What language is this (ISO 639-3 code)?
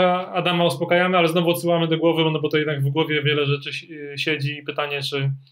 pol